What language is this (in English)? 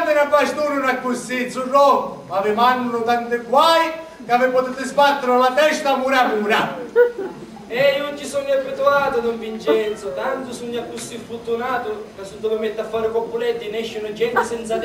Sicilian